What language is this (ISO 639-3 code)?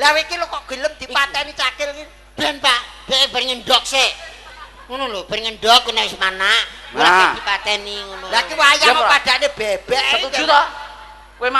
jav